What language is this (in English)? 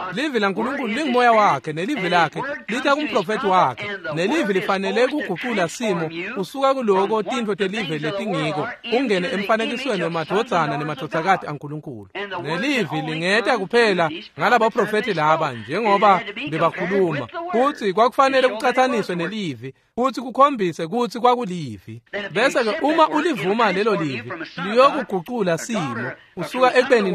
Swati